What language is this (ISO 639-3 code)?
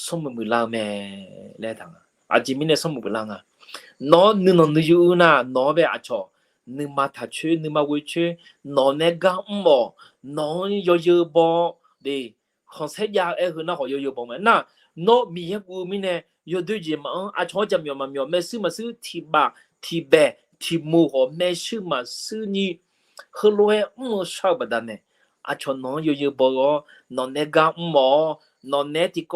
ahk